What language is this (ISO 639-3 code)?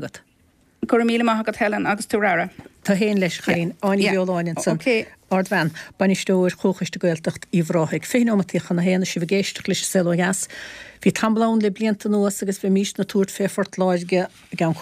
gle